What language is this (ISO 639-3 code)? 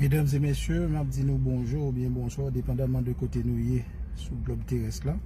hat